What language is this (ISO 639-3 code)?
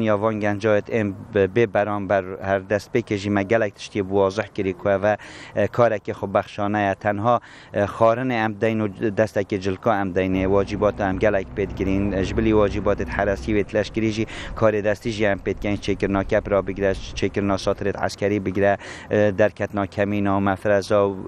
kur